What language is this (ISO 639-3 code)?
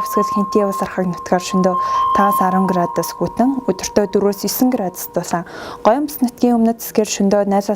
mon